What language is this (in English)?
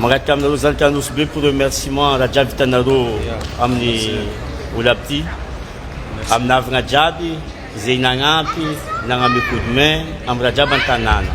Malagasy